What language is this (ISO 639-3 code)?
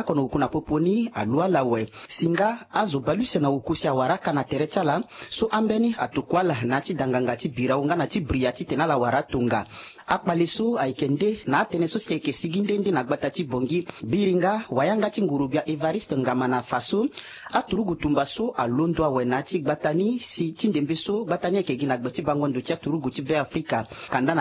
sag